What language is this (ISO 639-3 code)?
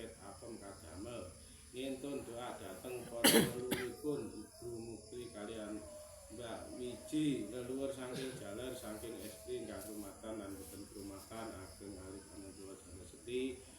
jav